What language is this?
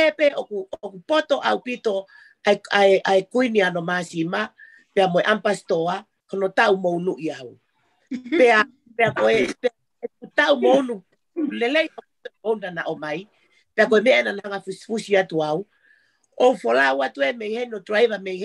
Tongan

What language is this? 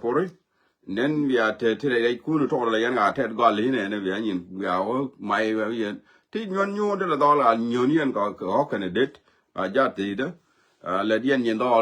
Nuer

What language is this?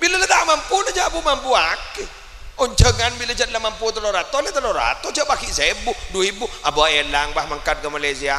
Madurese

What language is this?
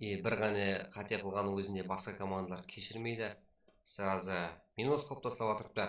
Kara-Kalpak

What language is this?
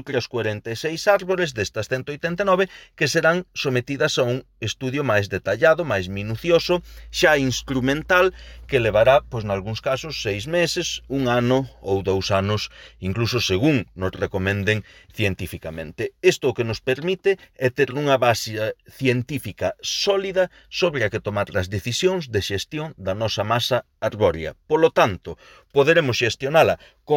Galician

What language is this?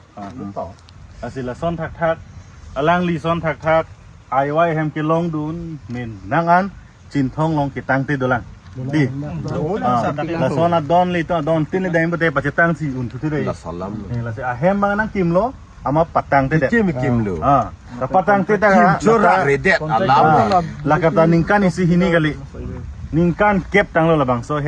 Karbi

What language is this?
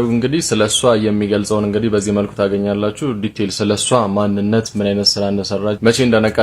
Amharic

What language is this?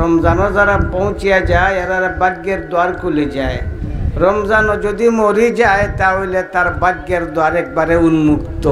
Sylheti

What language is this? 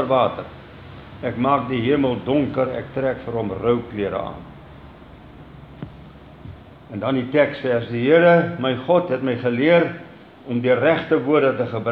Afrikaans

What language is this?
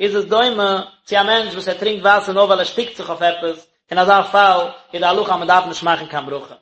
Yiddish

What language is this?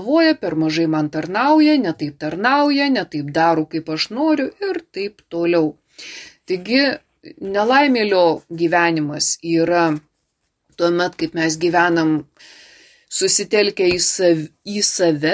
Lithuanian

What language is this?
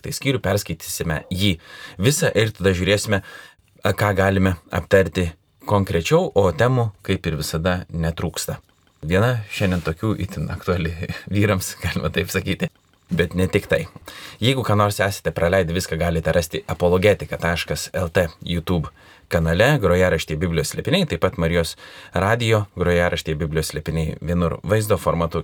Lithuanian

